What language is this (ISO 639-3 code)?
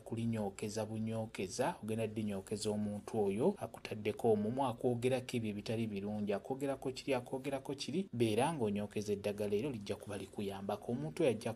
lug